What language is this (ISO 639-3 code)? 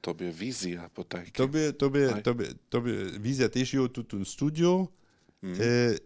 hsb